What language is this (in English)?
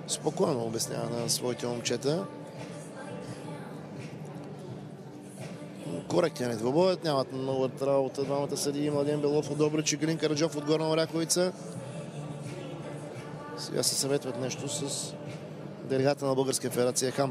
Bulgarian